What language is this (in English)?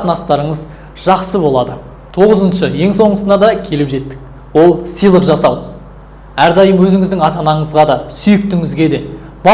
Kazakh